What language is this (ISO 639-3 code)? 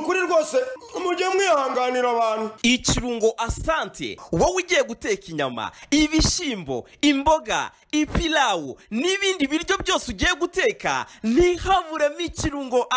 kin